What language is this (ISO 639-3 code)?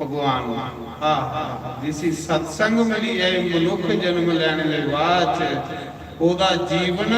doi